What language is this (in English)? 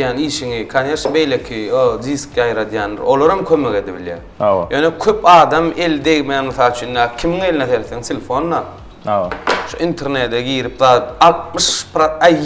Turkmen